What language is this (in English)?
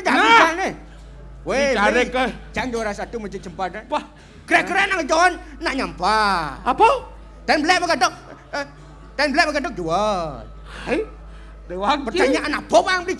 Balinese